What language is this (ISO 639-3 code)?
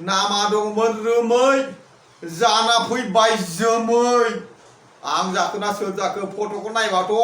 brx